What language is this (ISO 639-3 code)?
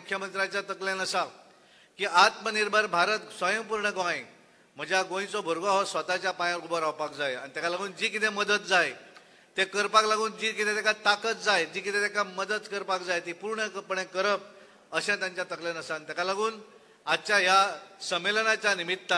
kok